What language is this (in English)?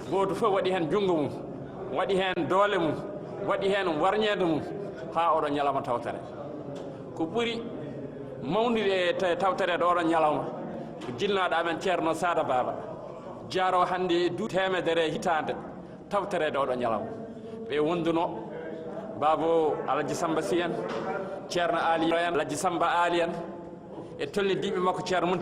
Fula